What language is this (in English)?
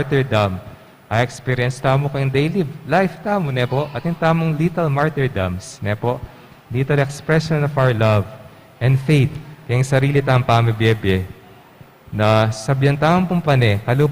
Pampanga